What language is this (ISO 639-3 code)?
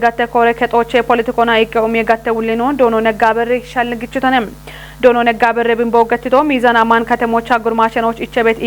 kbr